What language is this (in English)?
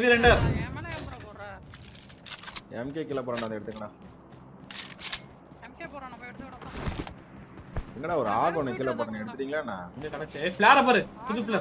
Tamil